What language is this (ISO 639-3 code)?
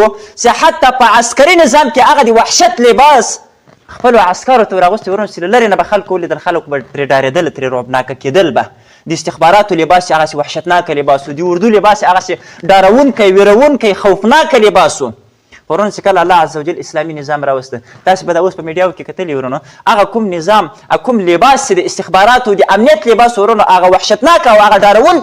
pus